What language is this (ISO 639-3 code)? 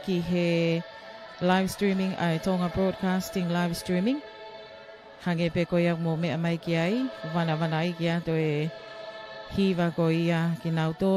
ton